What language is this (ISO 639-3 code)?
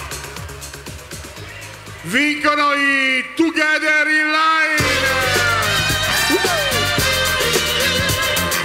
ita